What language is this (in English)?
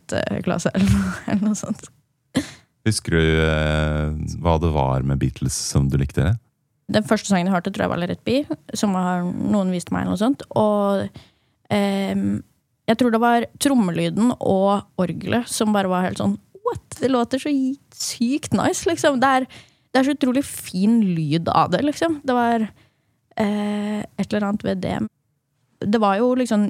Norwegian